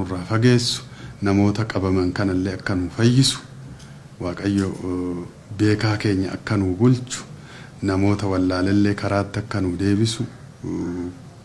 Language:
Oromo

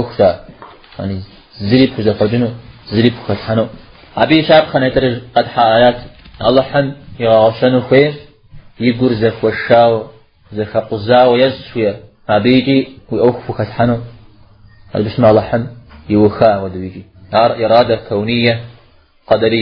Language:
Kabardian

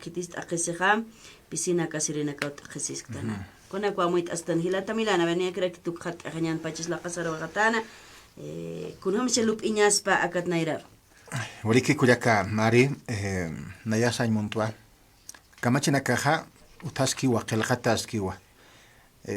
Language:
Aymara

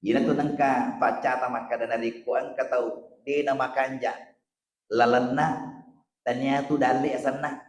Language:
Buginese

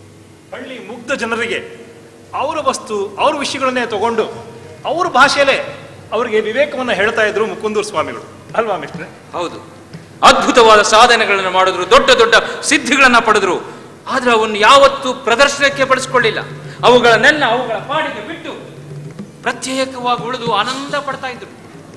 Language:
Kannada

